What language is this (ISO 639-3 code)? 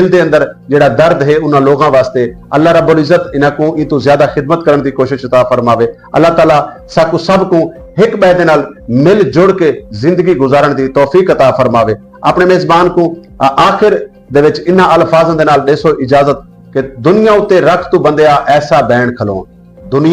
skr